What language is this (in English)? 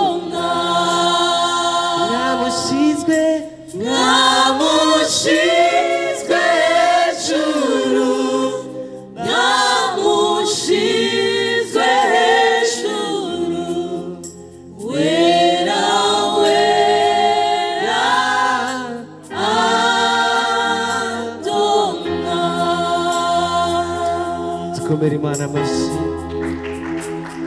Kinyarwanda